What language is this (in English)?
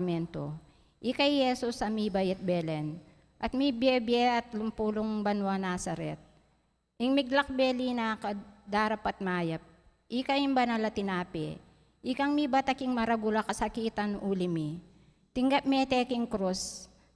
Pampanga